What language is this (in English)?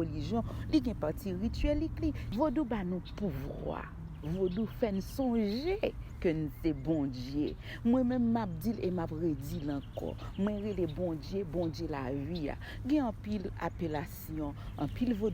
Haitian Creole